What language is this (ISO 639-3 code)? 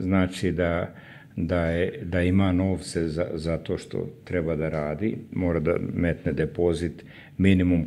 srp